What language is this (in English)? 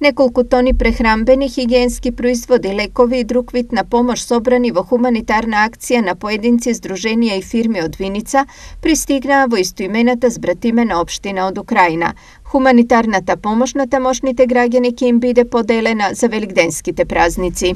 Macedonian